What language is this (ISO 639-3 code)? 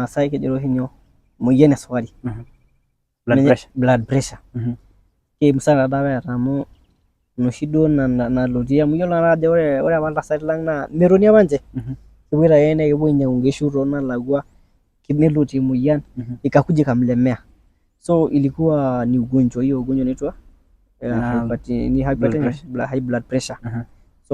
mas